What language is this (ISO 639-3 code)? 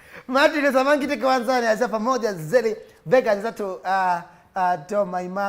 kam